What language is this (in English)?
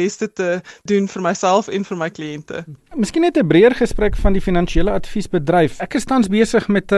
Afrikaans